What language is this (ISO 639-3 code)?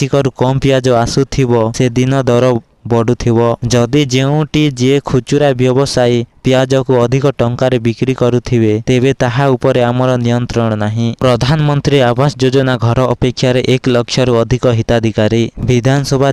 ori